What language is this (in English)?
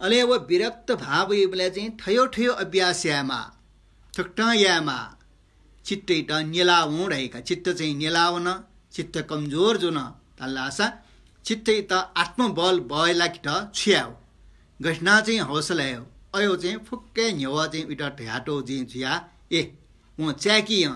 Newari